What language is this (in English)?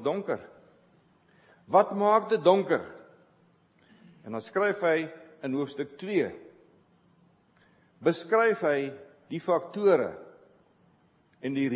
Afrikaans